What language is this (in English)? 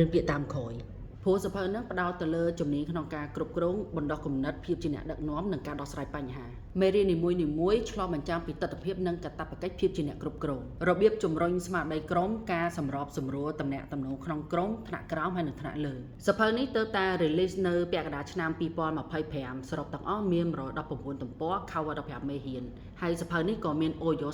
Khmer